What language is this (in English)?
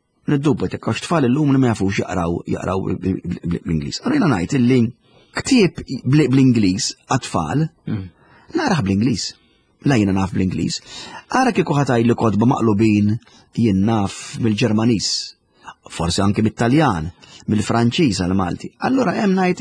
Maltese